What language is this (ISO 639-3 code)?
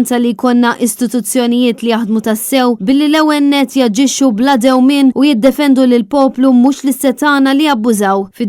mlt